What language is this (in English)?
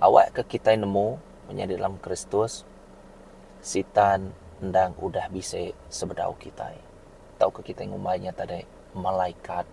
Iban